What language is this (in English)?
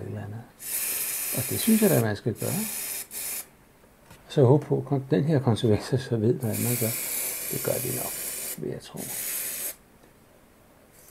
Danish